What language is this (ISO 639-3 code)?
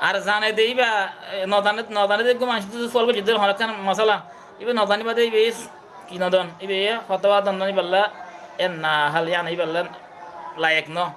rhg